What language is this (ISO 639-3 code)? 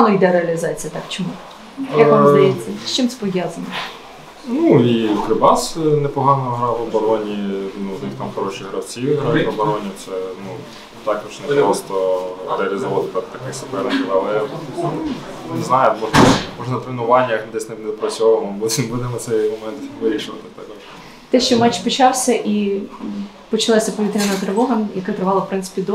ukr